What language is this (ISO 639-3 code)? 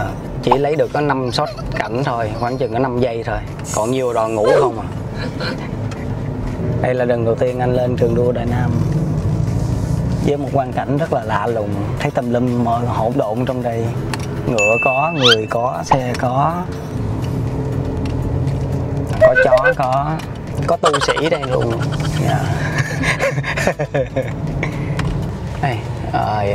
vie